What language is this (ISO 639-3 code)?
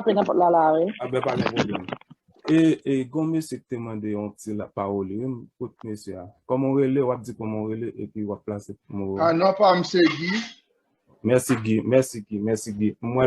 hat